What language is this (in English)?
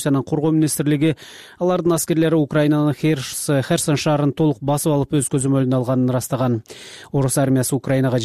Kyrgyz